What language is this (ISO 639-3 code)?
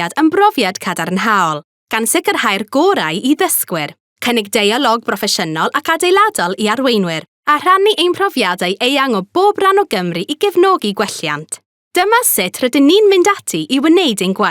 cym